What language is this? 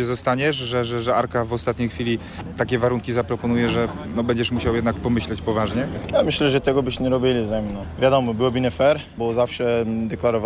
Polish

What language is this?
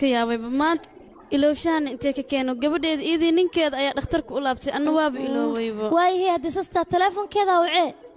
Somali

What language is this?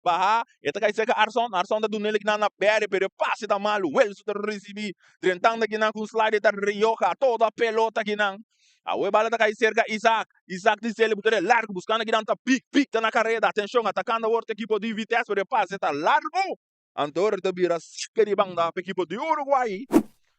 Papiamento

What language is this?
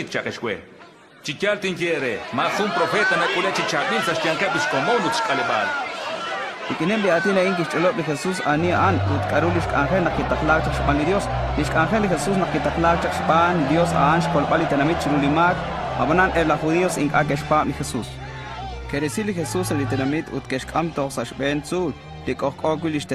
Kekchí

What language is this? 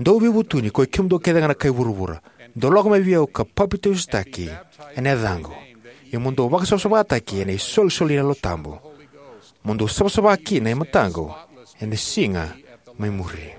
Fijian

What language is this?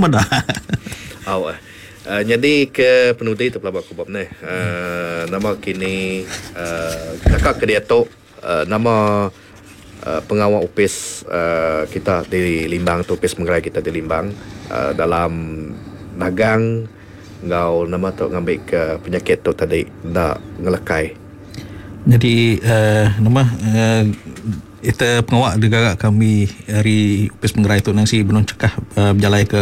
Iban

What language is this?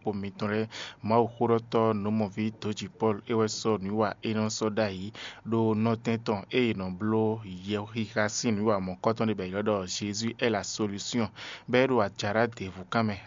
Fon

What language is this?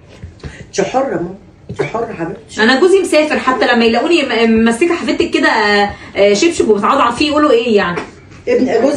Egyptian Arabic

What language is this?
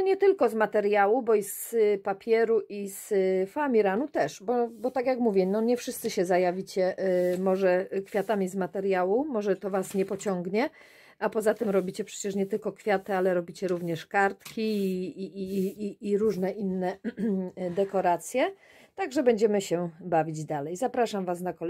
Polish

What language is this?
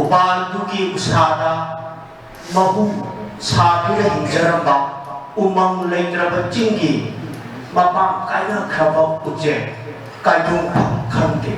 Manipuri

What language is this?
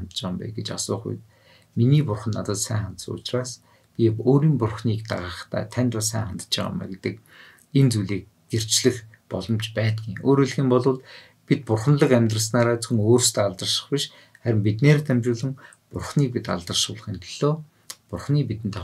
Mongolian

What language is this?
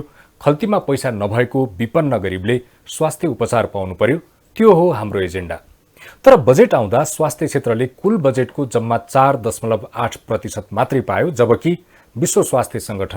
Nepali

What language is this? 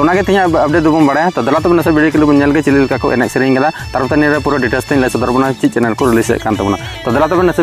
Santali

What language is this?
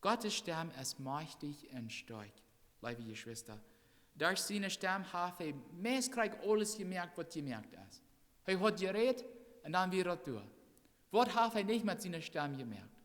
Plautdietsch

